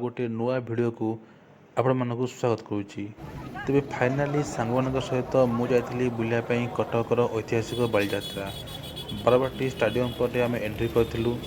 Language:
Odia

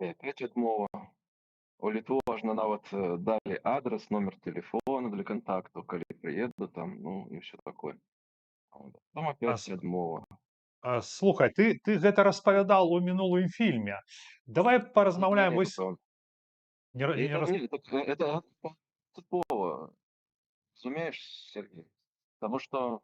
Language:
Belarusian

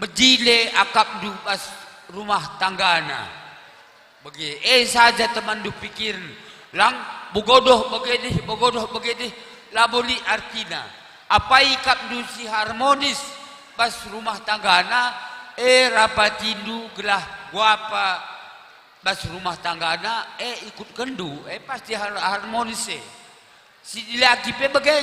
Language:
Batak Karo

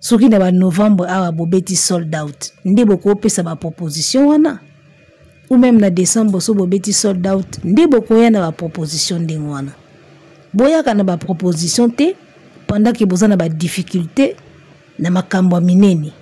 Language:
Lingala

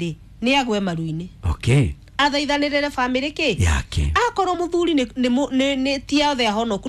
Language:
Kikuyu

